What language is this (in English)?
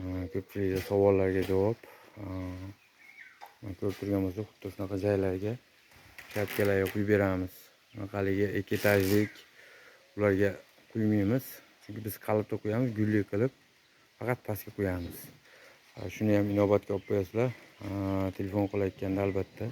Uzbek